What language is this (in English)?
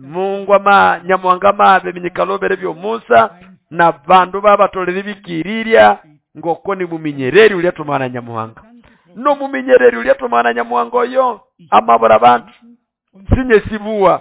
Nande